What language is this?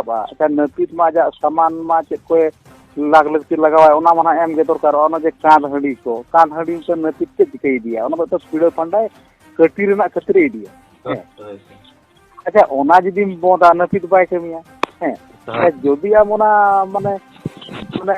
Santali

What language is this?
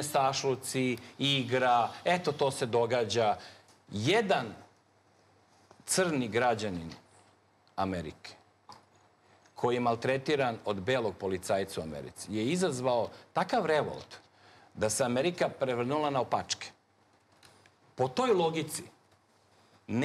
Serbian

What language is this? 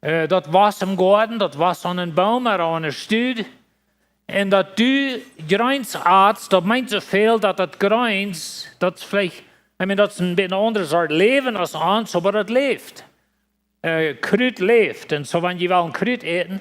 Plautdietsch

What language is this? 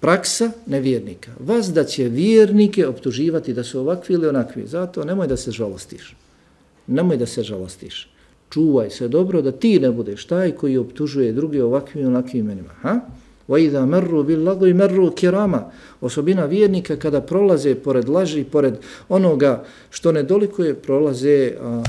Bosnian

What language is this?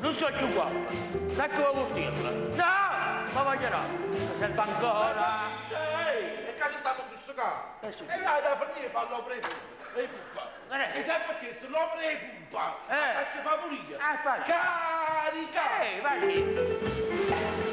Neapolitan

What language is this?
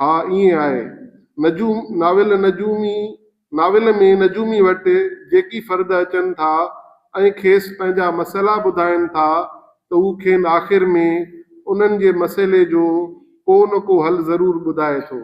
Sindhi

